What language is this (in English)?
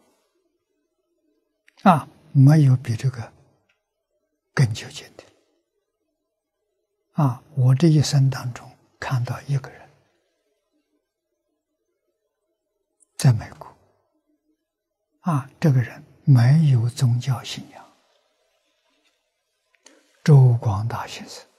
Chinese